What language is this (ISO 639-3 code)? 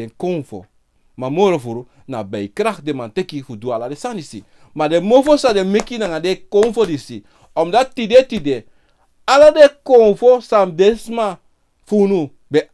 srn